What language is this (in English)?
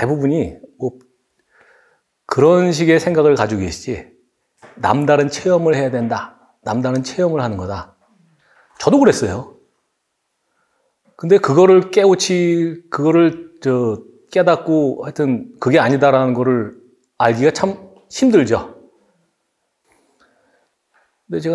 Korean